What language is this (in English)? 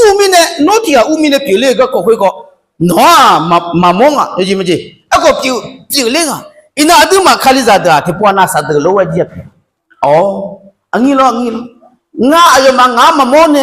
Akha